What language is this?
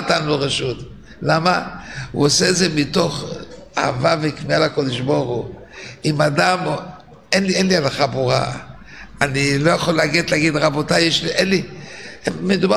Hebrew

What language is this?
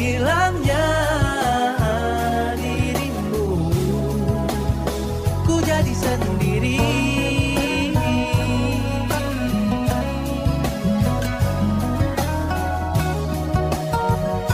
Indonesian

